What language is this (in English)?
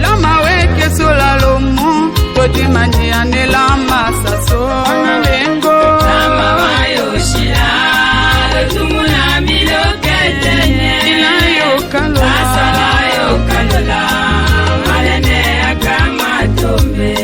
Tetela